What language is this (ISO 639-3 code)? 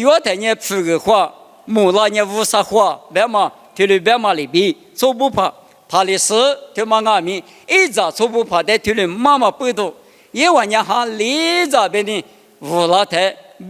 lis